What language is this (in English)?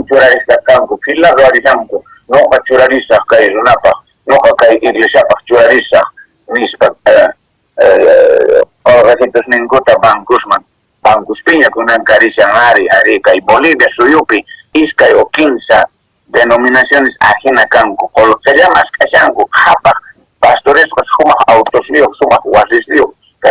Quechua